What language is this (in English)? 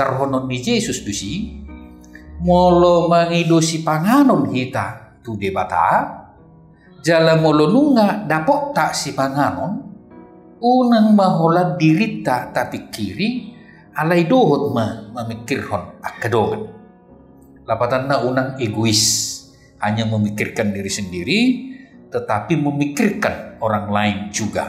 Batak Toba